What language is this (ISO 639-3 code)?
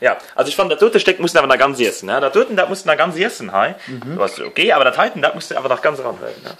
ltz